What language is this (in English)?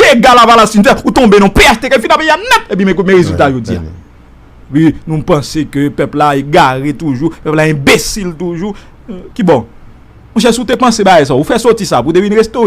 Haitian Creole